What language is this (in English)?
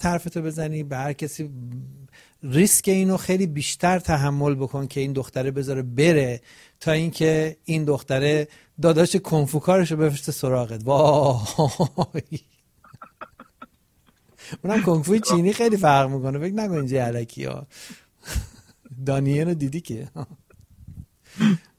Persian